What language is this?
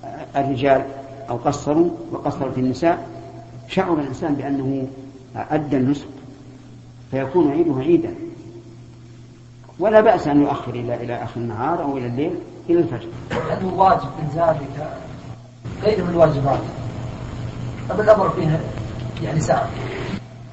Arabic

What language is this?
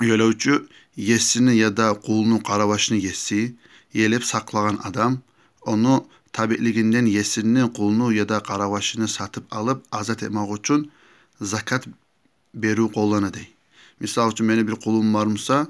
Kumyk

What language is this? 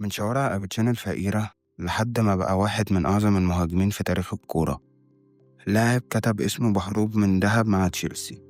Egyptian Arabic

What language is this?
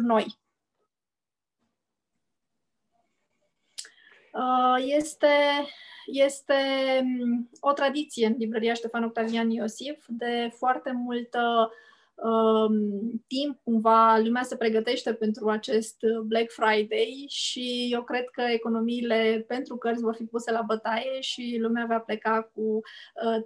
Romanian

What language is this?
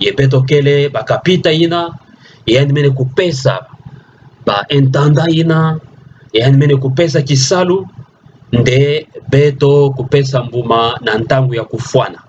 Kituba (Democratic Republic of Congo)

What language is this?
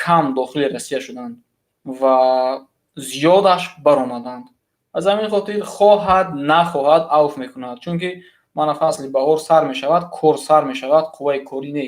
Tajik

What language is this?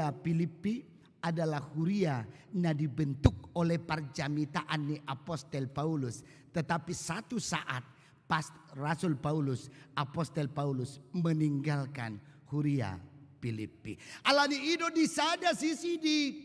Batak Toba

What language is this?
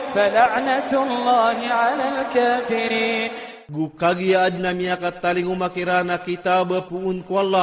Iranun (Philippines)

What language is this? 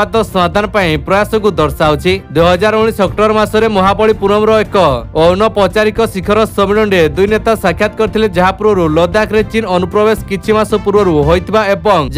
Odia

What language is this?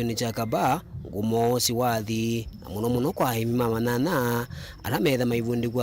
Kamba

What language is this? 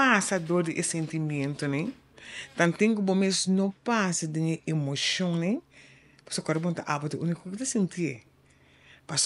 Papiamento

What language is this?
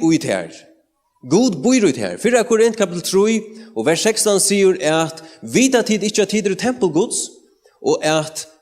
Faroese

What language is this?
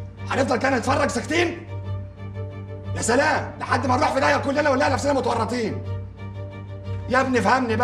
Egyptian Arabic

